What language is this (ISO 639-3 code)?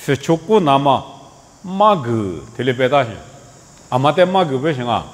lis